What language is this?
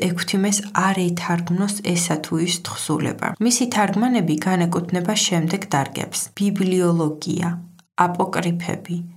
Georgian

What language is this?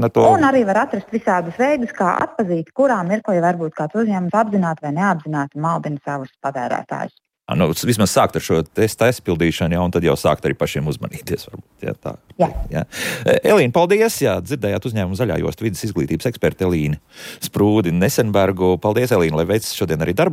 Latvian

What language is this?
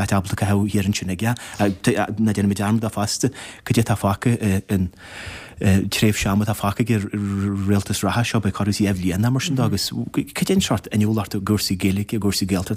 Irish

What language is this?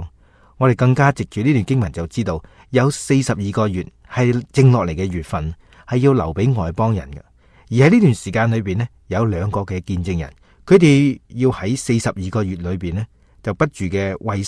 Cantonese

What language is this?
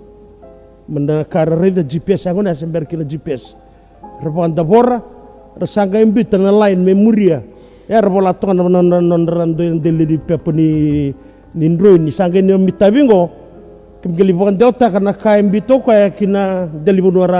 Fijian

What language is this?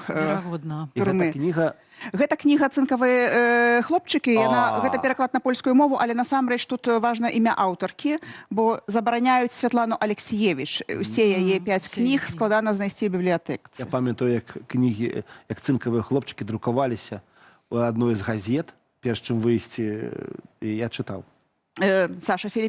Belarusian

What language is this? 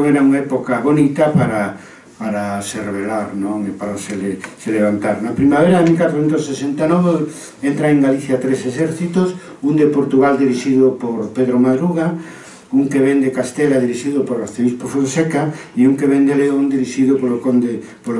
Galician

